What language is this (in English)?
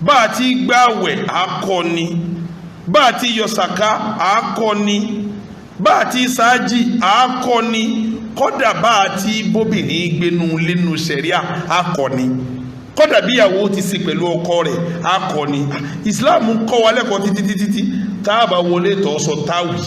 Yoruba